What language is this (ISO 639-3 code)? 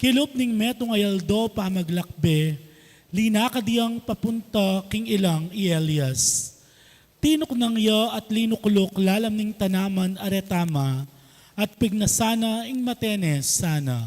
pam